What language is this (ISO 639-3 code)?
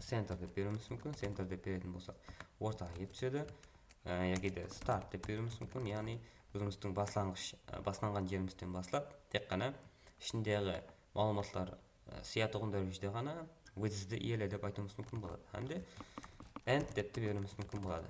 kaa